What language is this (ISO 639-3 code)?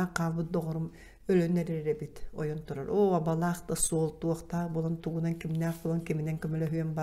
sah